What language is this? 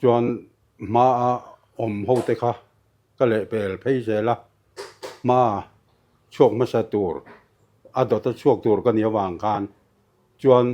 Mizo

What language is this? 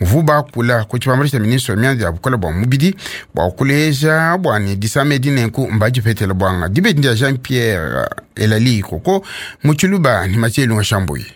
Luba-Lulua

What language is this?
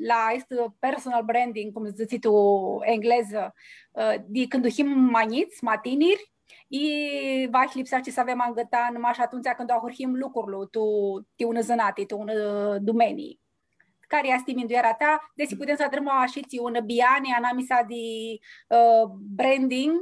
Aromanian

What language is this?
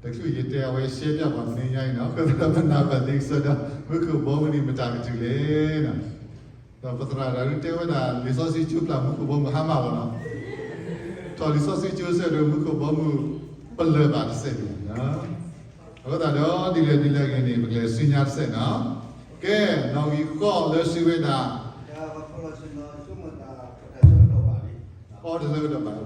S'gaw Karen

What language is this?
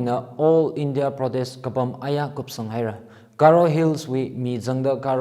Tangkhul Naga (India)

